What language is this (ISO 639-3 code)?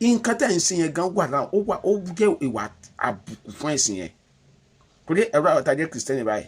yor